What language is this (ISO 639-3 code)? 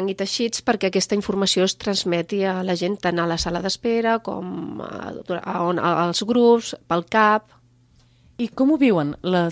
cat